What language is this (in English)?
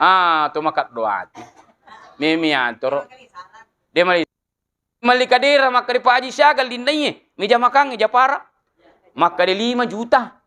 Buginese